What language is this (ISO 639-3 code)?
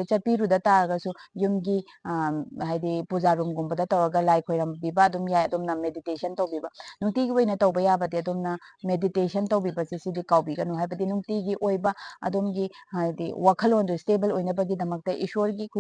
mni